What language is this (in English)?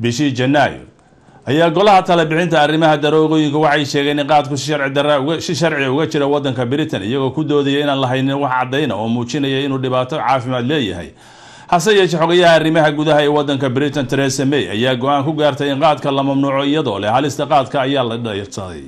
Somali